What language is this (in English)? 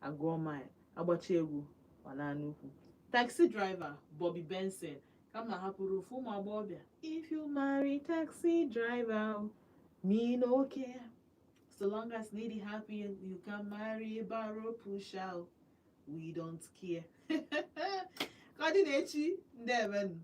Igbo